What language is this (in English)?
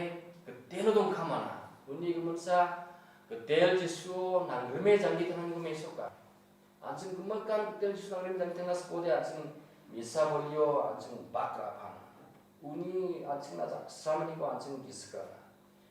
Garo